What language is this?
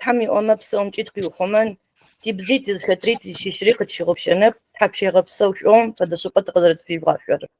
Adyghe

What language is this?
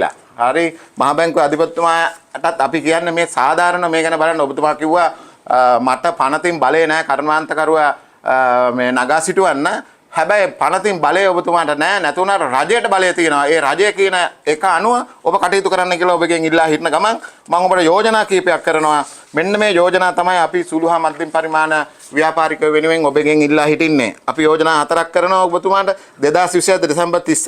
Sinhala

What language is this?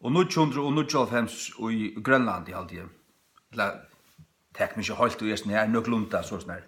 Faroese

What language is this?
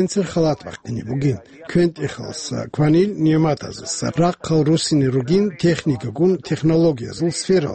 Avaric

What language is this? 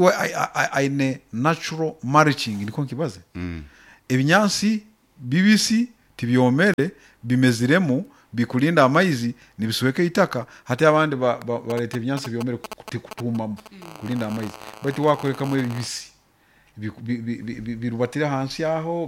Nyoro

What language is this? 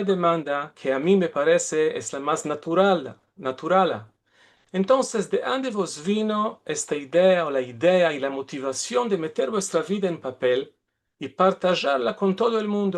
Ladino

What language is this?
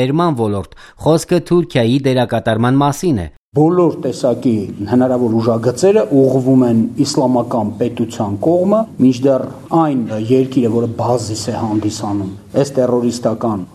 Armenian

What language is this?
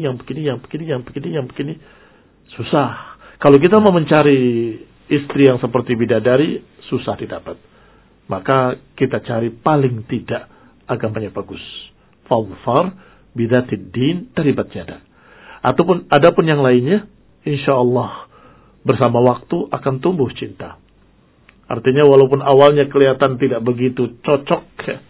Indonesian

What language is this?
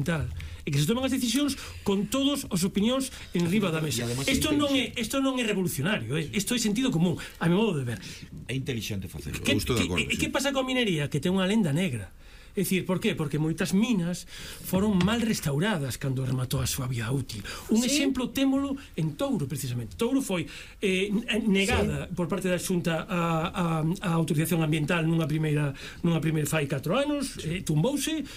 Galician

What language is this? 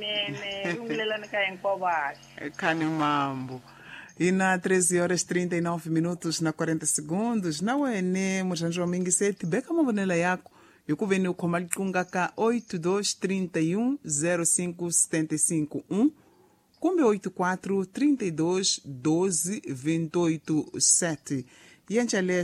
Tsonga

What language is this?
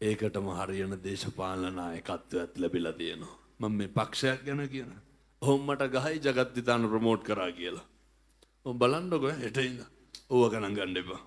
Sinhala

